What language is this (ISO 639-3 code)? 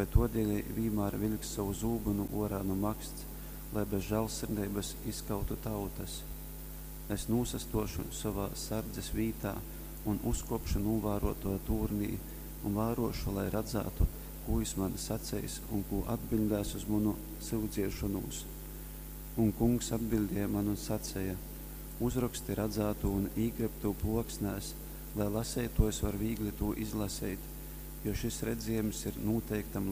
ltg